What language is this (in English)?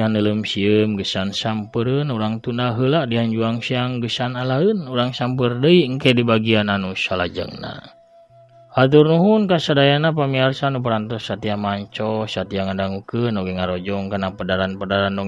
Sundanese